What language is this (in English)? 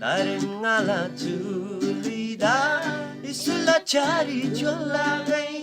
Eastern Tamang